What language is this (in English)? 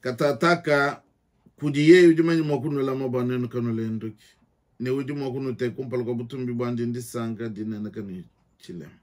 Luba-Lulua